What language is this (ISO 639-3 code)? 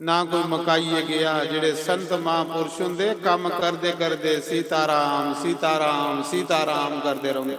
doi